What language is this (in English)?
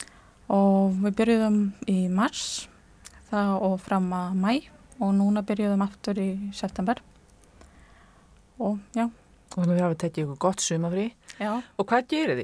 Icelandic